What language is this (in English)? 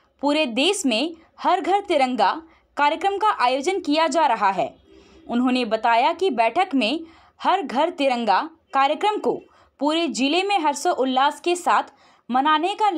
Hindi